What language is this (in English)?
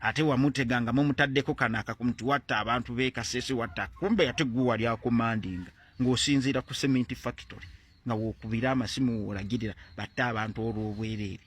Ganda